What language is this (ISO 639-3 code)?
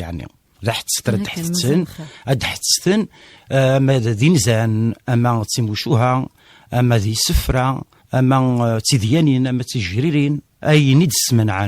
kab